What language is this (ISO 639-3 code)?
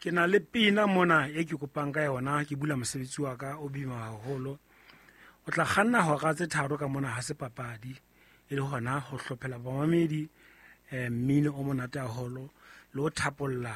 sot